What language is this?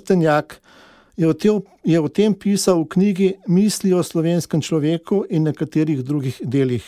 Slovenian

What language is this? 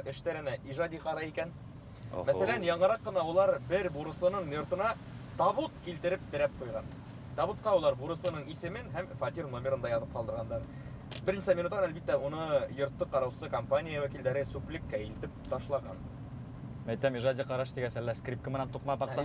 Bashkir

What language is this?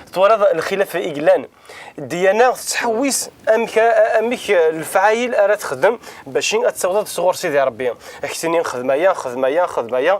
Kabyle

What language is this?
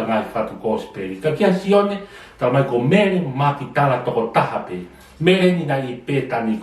Tongan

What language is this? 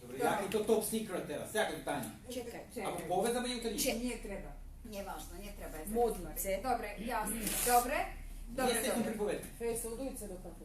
Rusyn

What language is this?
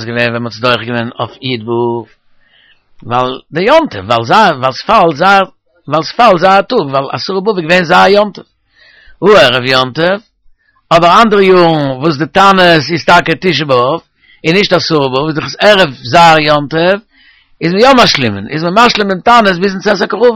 Yiddish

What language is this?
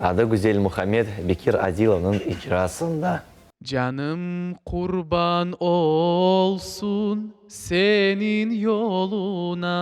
Crimean Tatar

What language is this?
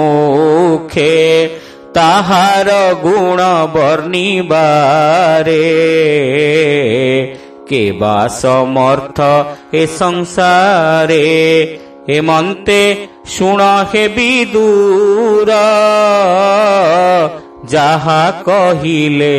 Odia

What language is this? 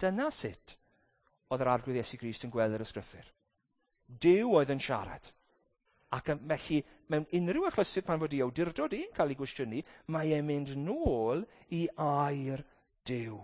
Welsh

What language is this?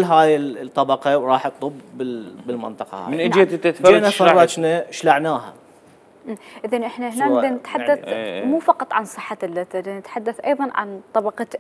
Mesopotamian Arabic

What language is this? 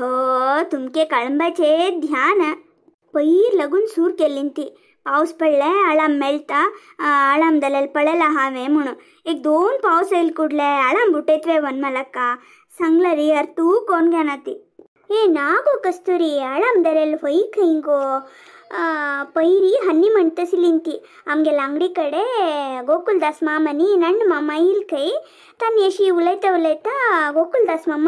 Konkani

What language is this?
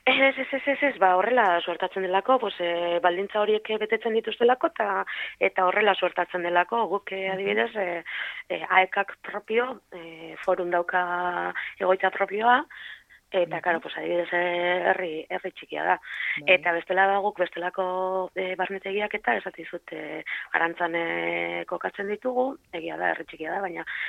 Basque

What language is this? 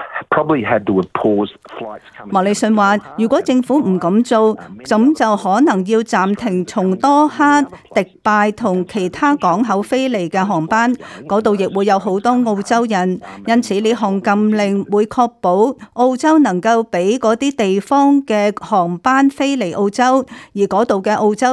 Cantonese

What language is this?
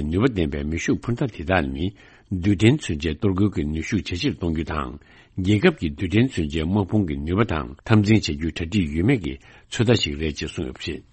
Tibetan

